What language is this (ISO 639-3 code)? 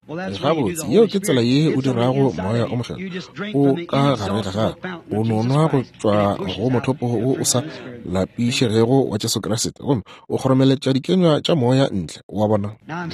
nso